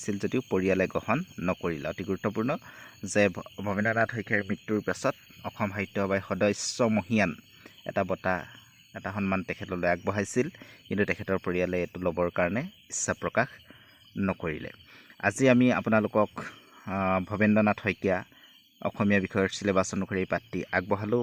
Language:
Assamese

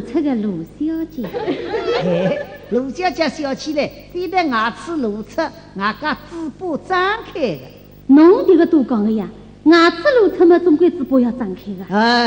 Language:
Wu Chinese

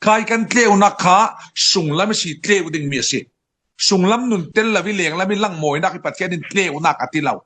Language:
Falam Chin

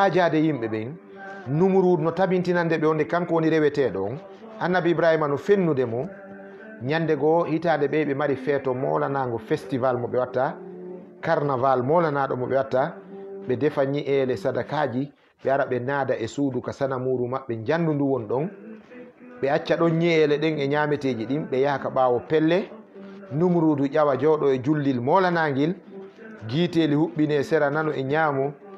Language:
Fula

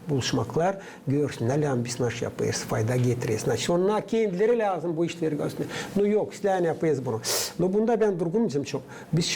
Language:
Gagauz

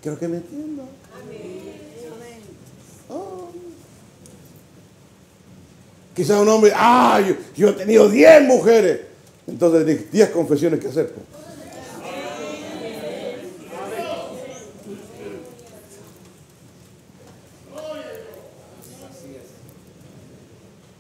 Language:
Spanish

